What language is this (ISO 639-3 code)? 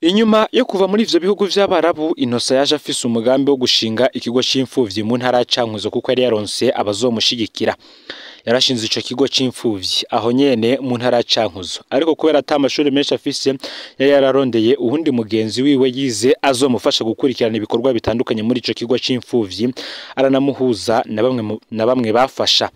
run